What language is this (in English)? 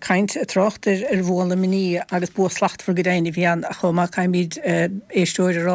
Irish